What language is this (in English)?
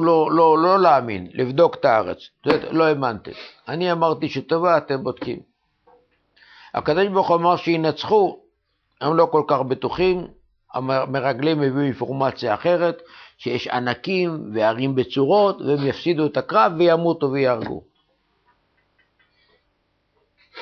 Hebrew